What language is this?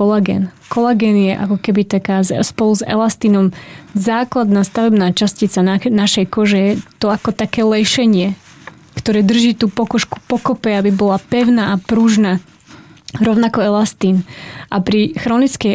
Slovak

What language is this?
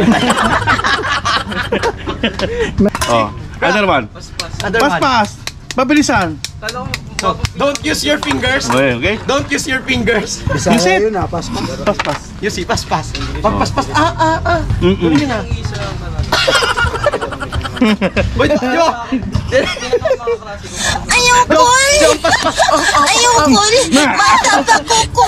Filipino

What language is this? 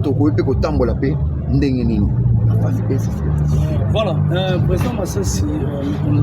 Lingala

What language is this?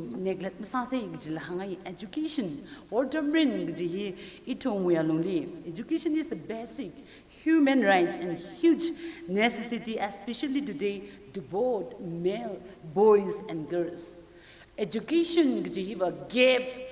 Tangkhul Naga (India)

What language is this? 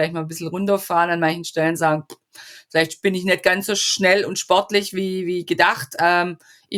German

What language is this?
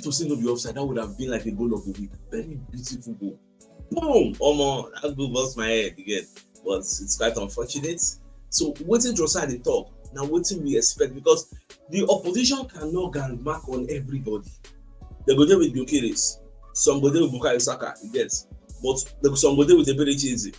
Nigerian Pidgin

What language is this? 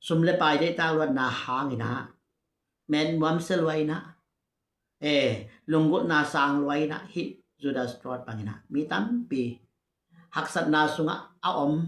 Tedim Chin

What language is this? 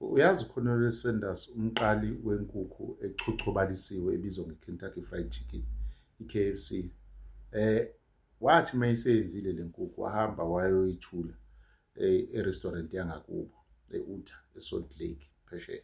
Zulu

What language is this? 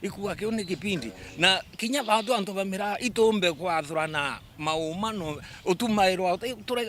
Meru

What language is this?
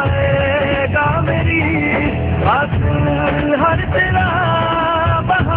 Bangla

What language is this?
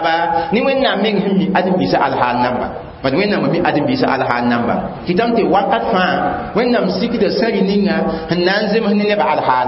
Mossi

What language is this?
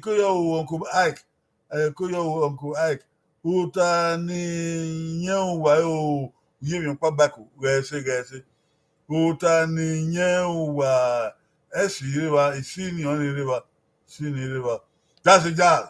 Bini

